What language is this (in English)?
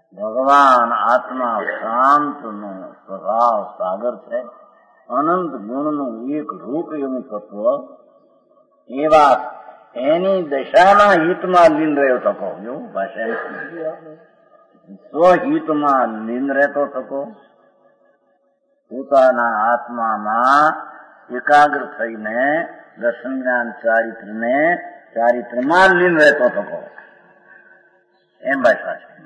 Gujarati